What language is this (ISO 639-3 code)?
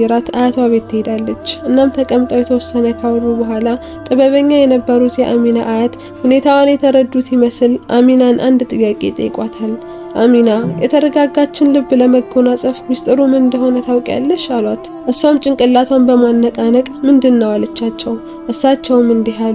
amh